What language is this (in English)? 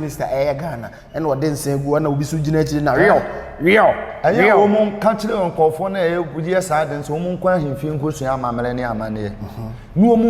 Akan